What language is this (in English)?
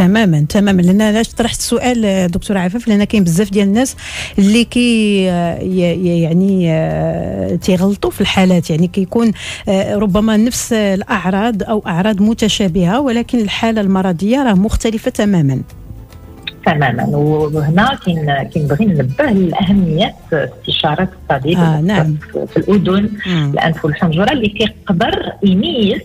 Moroccan Arabic